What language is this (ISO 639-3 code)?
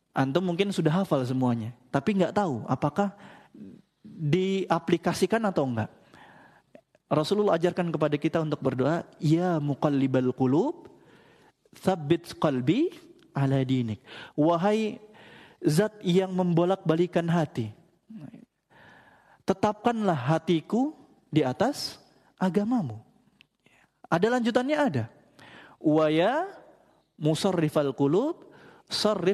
ind